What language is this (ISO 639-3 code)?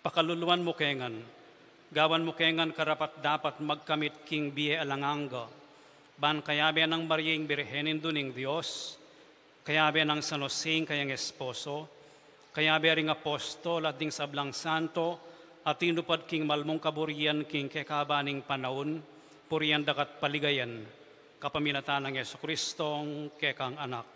pam